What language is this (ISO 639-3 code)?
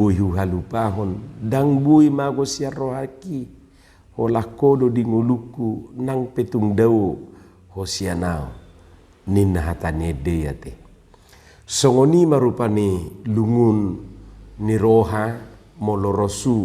bbc